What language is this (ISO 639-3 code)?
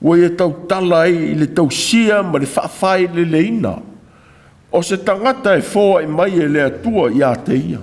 smo